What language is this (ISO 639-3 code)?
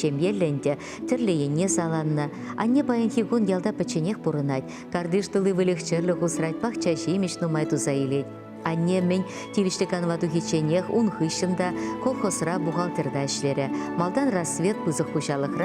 chv